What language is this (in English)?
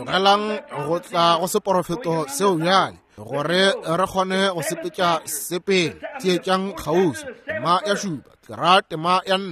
Northern Sotho